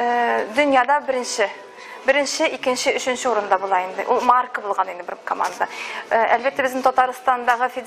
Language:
Tatar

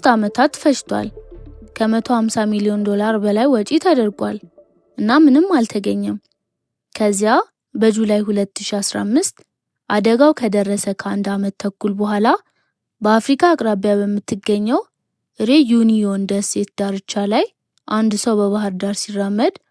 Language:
Amharic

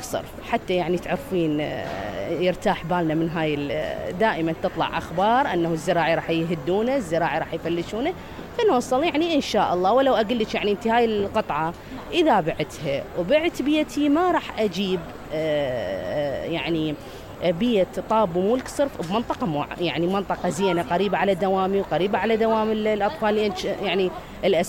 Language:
Mesopotamian Arabic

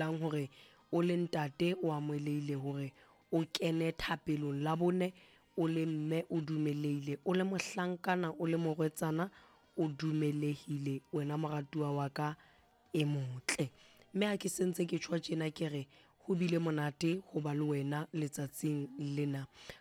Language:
Southern Sotho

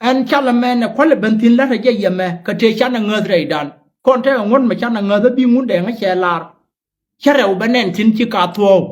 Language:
Nuer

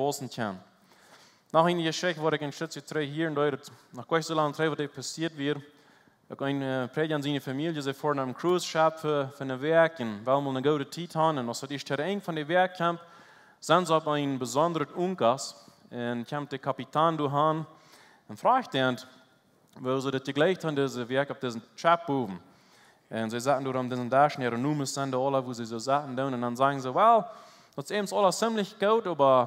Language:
Plautdietsch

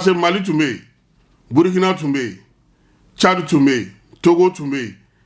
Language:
Bambara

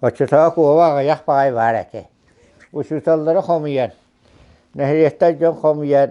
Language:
Yakut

